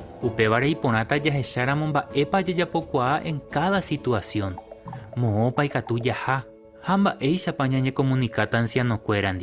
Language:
Guarani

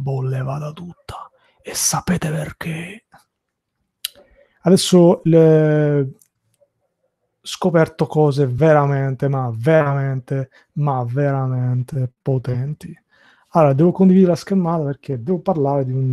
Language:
Italian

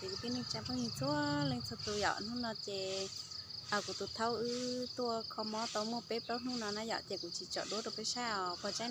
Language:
Hmong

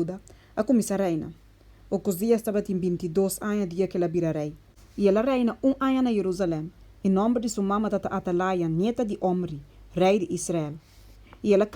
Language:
Papiamento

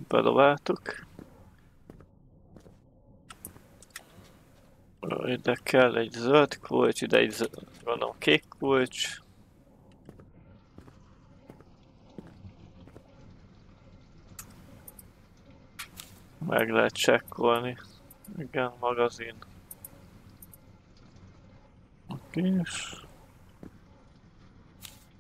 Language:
Hungarian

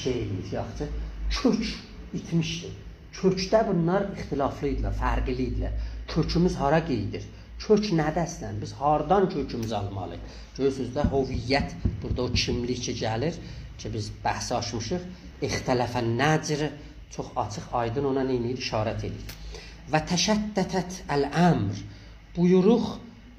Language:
South Azerbaijani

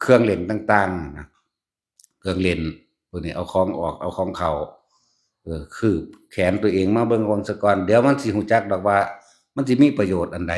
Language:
Northeastern Thai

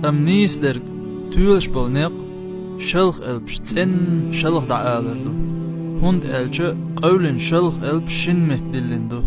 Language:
Chechen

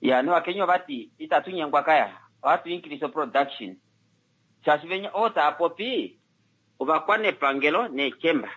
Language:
Kuanyama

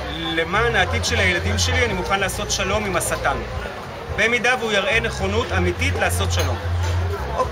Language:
Hebrew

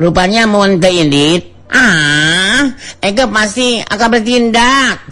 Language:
Sundanese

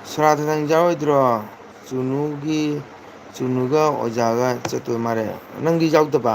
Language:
Manipuri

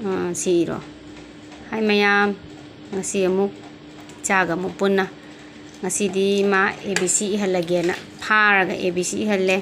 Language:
Manipuri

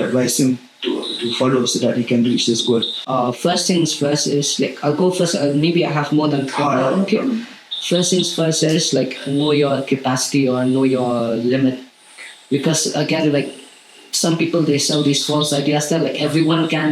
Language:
Khasi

